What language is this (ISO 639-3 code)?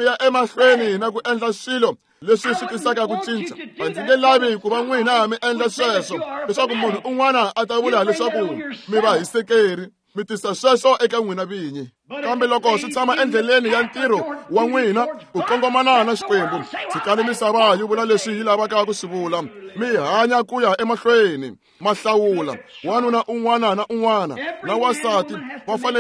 tso